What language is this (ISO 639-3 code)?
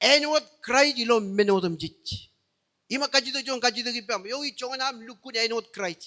mah